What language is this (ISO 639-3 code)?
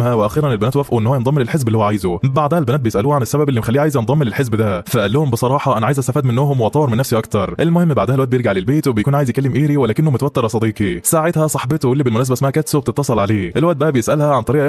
arz